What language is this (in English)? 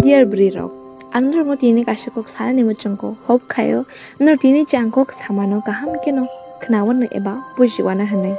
Kok Borok